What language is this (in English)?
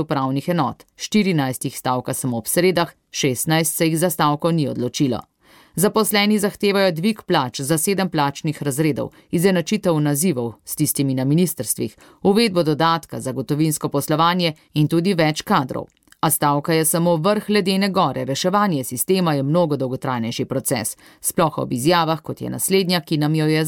Slovenian